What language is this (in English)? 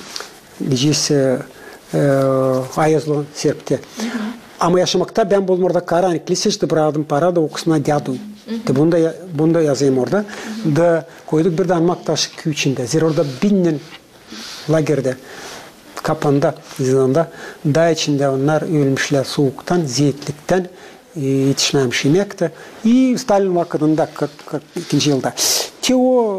Gagauz